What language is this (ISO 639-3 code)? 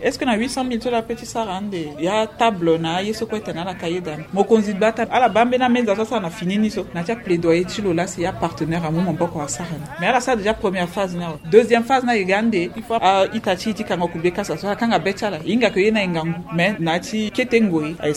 sag